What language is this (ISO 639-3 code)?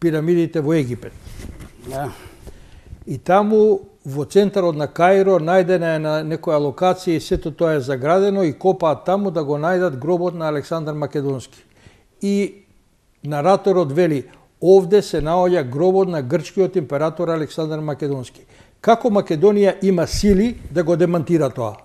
mkd